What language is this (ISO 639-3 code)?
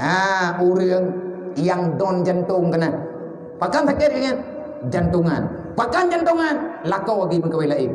ace